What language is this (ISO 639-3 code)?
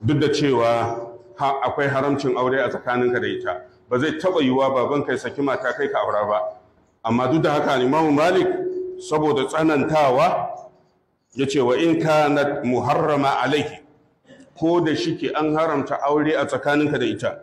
hau